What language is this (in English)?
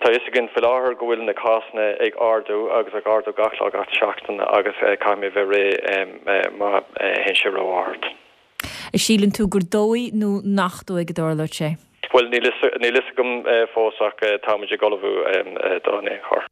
Irish